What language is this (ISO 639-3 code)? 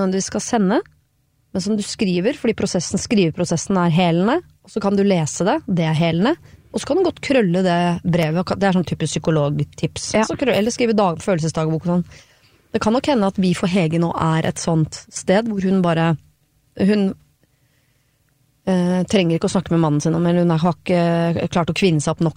nor